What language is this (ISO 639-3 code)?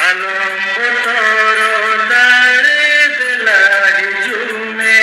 sat